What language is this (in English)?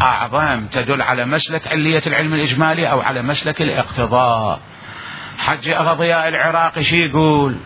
Mesopotamian Arabic